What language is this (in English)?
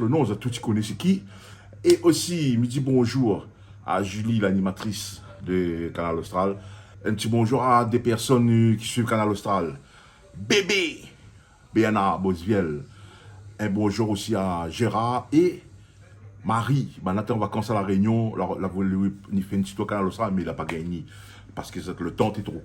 Réunion Creole French